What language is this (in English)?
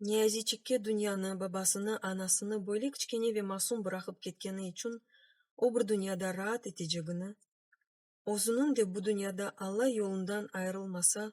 Crimean Tatar